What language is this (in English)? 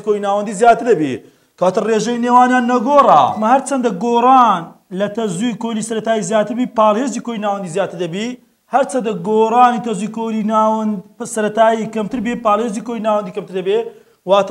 Central Kurdish